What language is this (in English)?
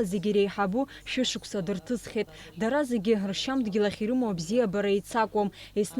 Abkhazian